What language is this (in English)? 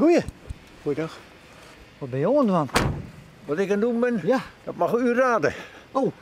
Western Frisian